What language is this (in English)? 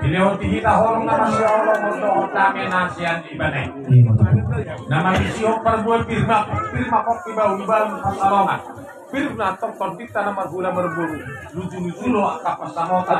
Batak Toba